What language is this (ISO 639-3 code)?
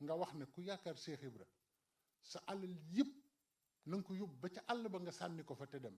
wol